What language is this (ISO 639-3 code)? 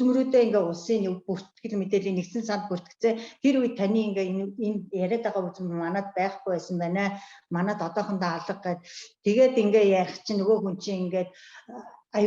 mon